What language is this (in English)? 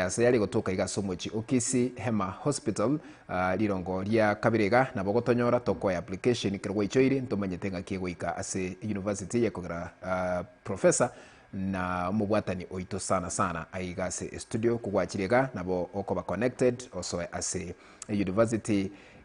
Gusii